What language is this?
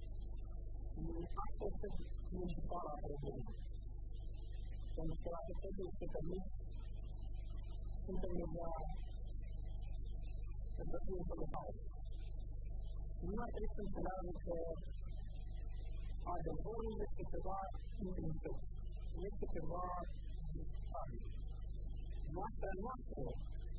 Romanian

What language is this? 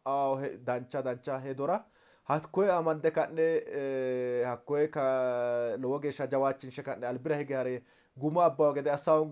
Sidamo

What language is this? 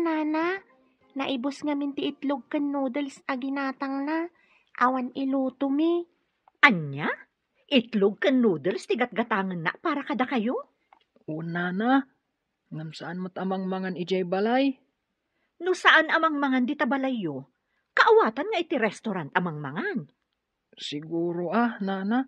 Iloko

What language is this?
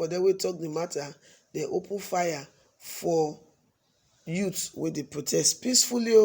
Nigerian Pidgin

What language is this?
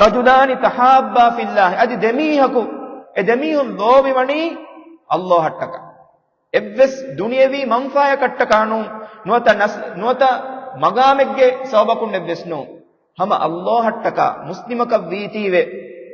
Divehi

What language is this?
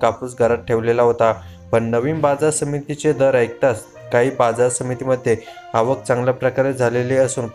Marathi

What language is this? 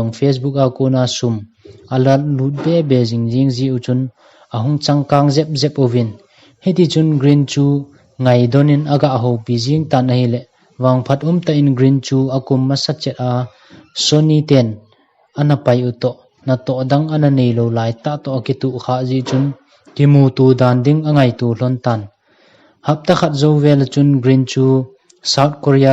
Thado Chin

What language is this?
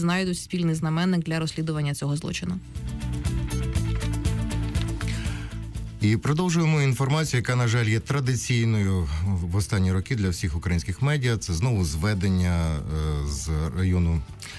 Ukrainian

